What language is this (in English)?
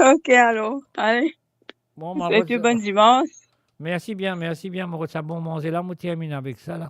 Morisyen